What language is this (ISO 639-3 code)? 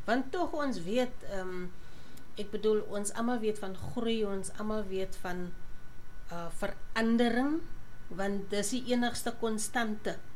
afr